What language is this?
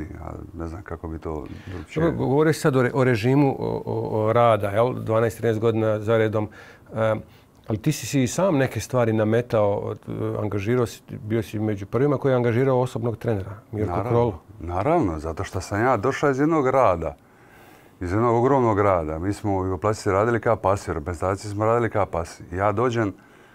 Croatian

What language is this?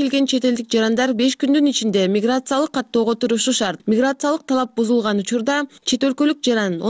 Kyrgyz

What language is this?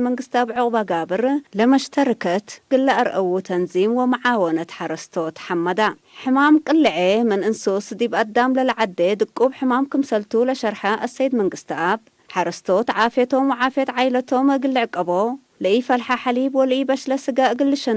Tigre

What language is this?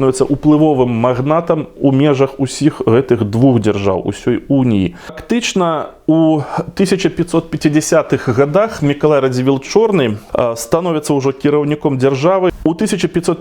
Belarusian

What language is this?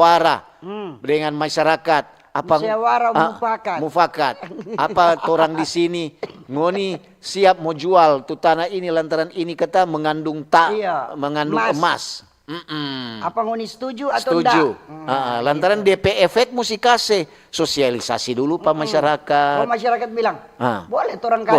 Manado Malay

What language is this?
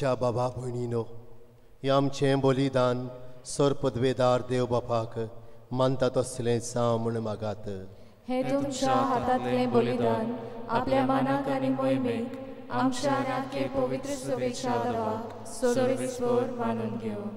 Konkani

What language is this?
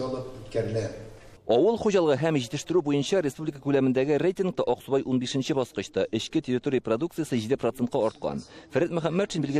Tatar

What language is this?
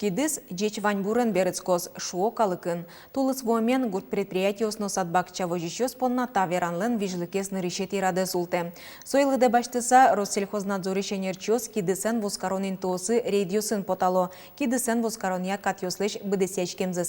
Udmurt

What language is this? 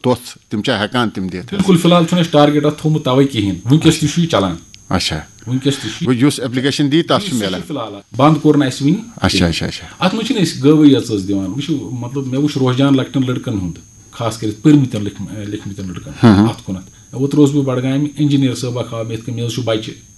Kashmiri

